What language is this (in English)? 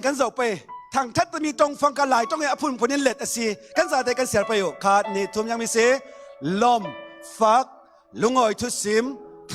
Falam Chin